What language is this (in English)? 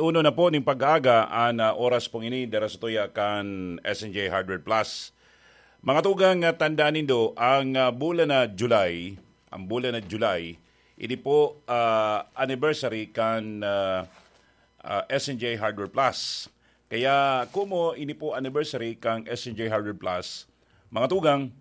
Bikol